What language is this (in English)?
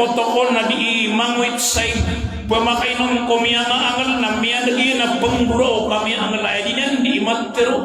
Maranao